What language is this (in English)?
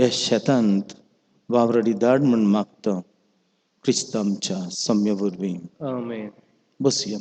Konkani